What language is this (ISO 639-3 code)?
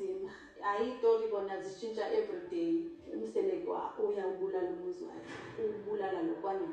zul